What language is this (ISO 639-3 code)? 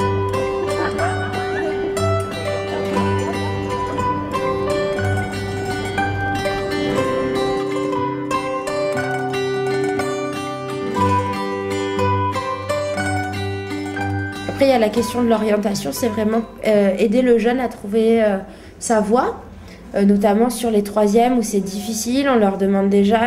fra